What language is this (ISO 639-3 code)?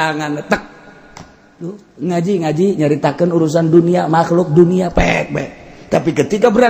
sun